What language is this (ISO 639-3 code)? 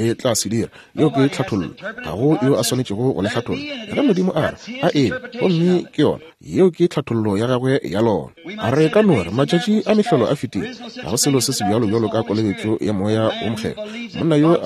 nso